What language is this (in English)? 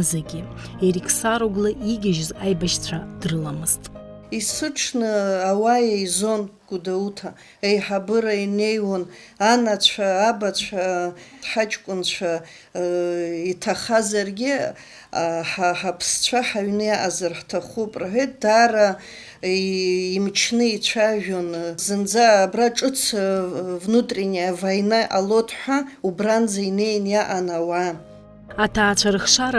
Abkhazian